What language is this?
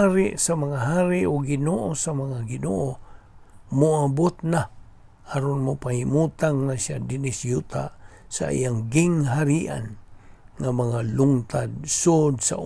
Cebuano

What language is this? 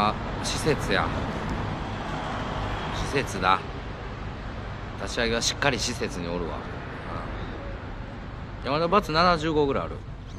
Japanese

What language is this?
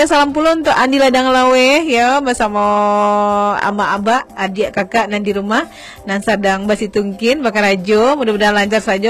Minangkabau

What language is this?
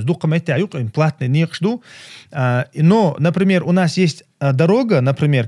Chechen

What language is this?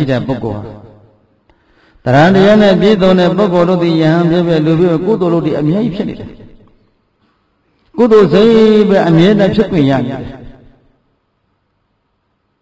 Burmese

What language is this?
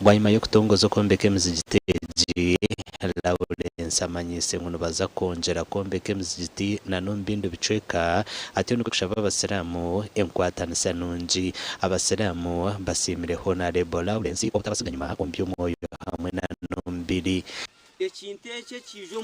Nyankole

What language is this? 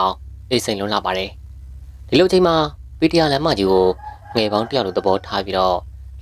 Burmese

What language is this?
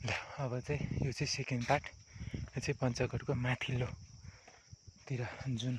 Nepali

